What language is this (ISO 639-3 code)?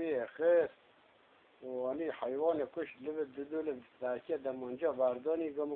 kur